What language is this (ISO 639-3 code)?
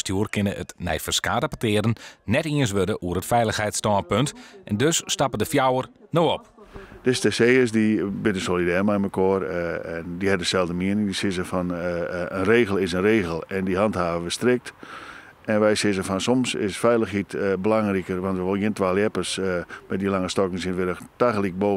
fry